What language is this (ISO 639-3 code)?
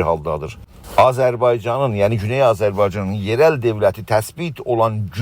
azb